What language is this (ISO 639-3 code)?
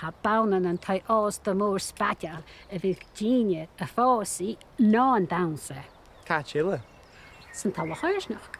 gla